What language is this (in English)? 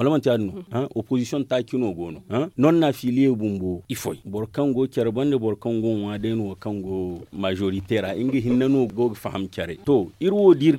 Zarma